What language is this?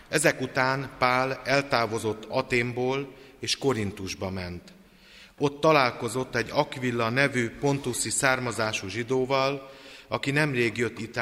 Hungarian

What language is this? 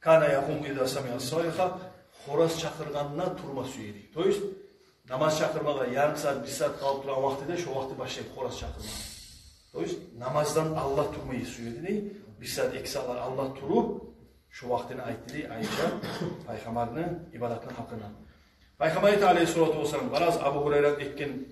Kumyk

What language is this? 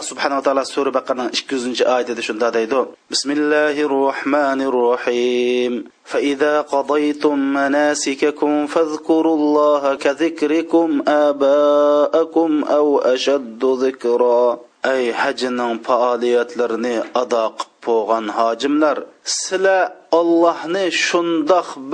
Uyghur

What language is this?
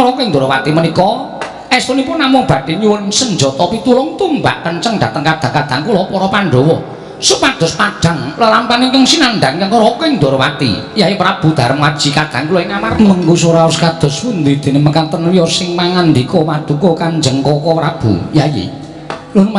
Javanese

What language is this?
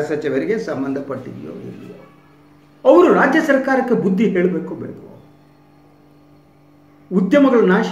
Kannada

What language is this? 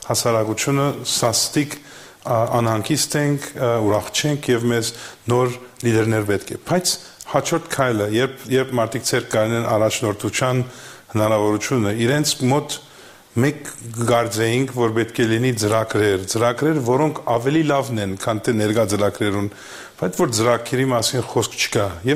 Armenian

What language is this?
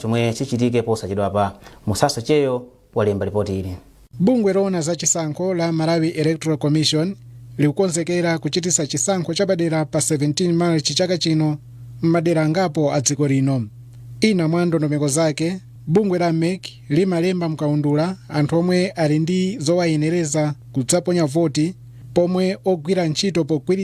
Nyanja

